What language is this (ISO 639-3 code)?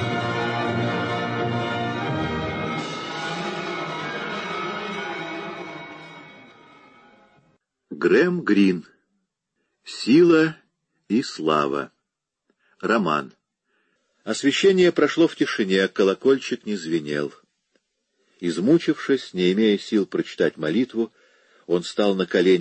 rus